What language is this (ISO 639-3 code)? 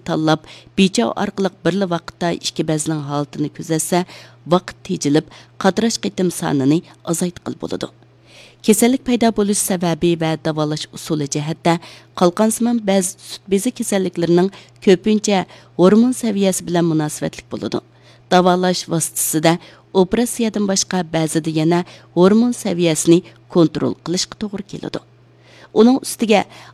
uig